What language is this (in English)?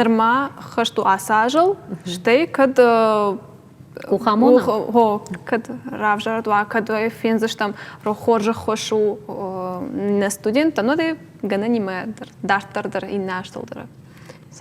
Ossetic